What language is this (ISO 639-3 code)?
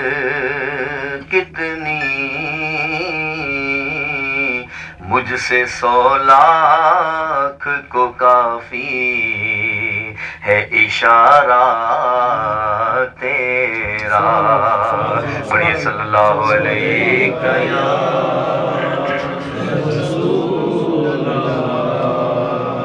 urd